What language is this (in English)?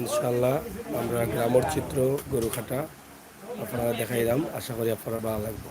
Sylheti